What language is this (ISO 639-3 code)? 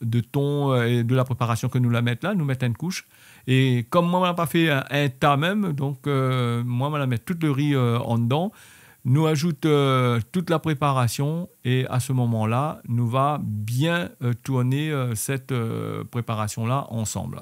rcf